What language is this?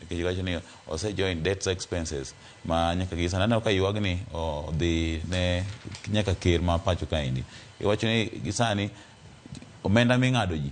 Luo (Kenya and Tanzania)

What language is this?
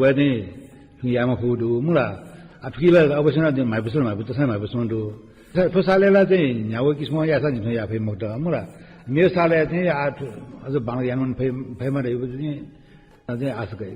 Newari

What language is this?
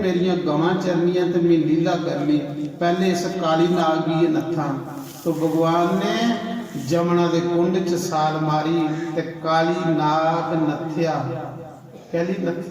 Dogri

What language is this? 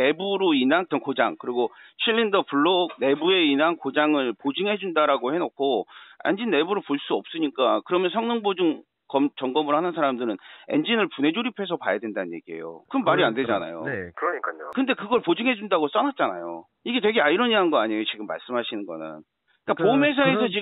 Korean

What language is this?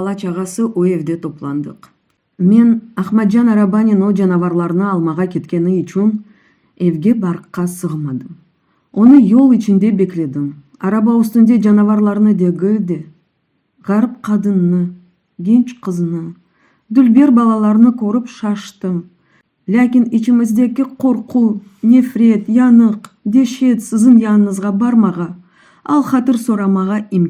Crimean Tatar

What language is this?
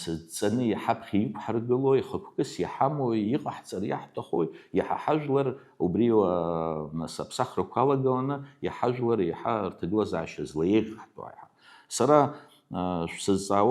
Abkhazian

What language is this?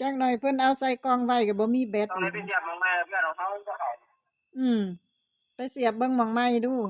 Northeastern Thai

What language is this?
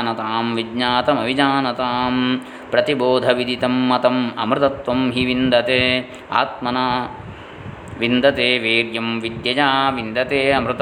Sanskrit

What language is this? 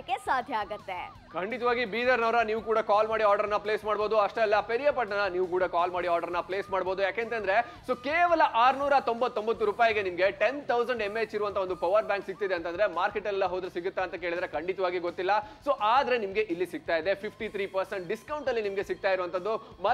Kannada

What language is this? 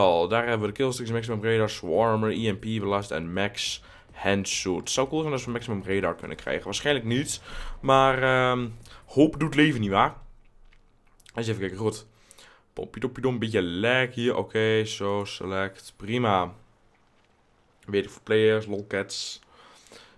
Dutch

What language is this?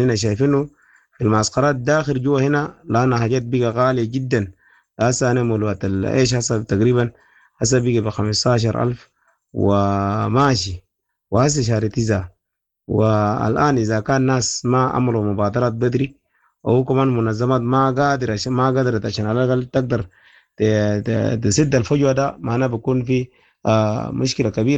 Sudanese Arabic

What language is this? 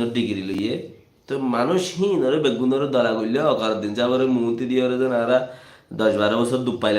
Rohingya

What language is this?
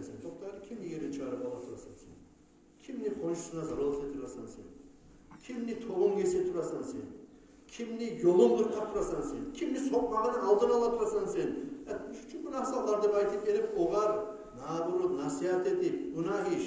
Kumyk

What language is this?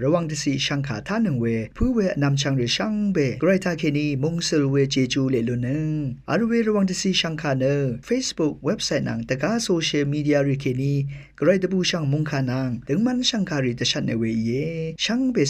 Rawang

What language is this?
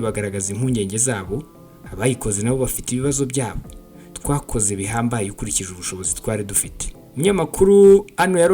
Kinyarwanda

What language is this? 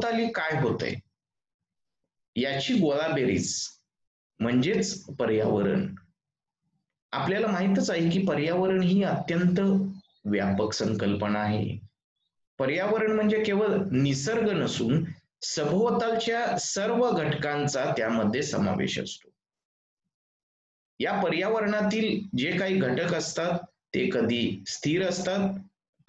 Marathi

